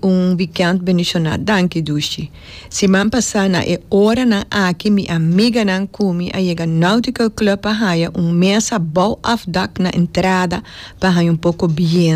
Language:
Papiamento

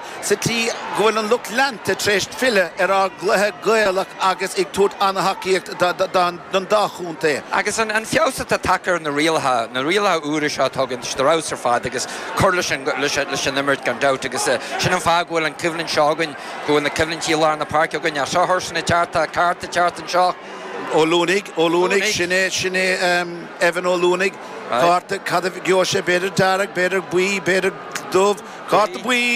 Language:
Irish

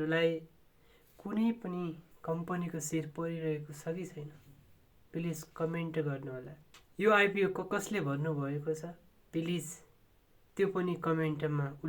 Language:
Nepali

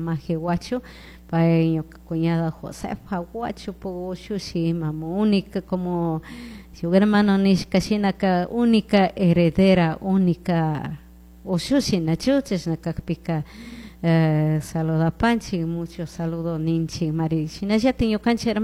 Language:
Chimborazo Highland Quichua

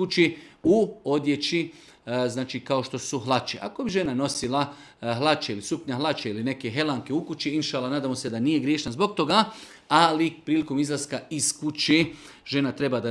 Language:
Bosnian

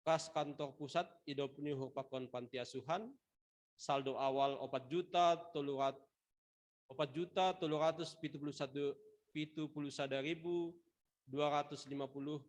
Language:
Batak Simalungun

